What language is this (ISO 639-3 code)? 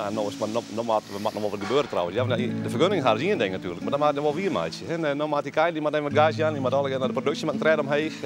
fry